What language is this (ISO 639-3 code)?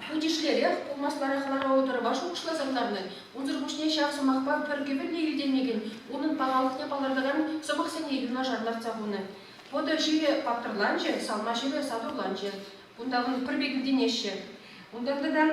chv